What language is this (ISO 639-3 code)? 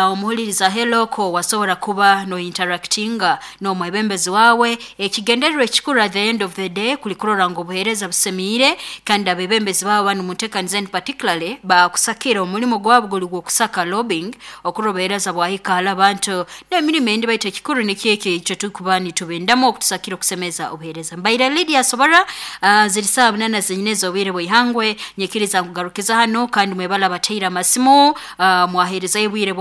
nyo